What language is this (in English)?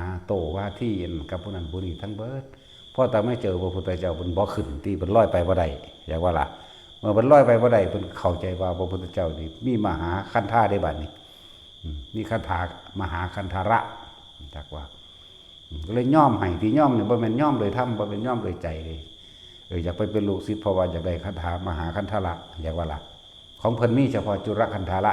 Lao